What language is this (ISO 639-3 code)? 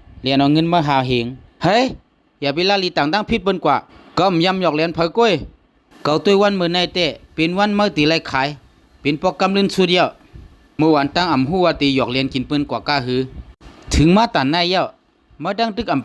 shn